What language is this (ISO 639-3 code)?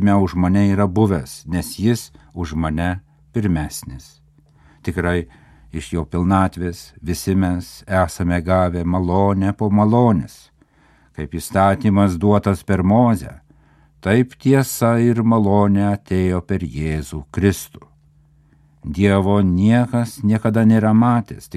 lit